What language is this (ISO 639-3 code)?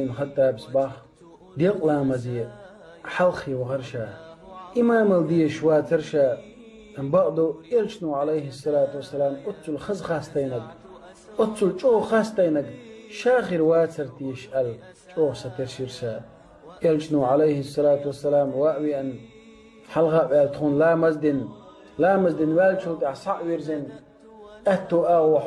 che